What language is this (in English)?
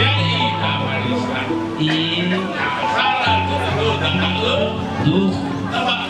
Nias